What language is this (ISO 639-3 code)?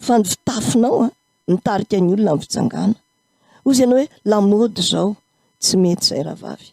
mlg